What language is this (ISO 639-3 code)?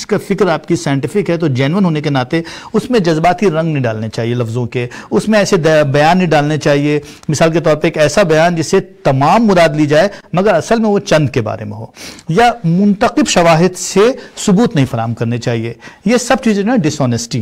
urd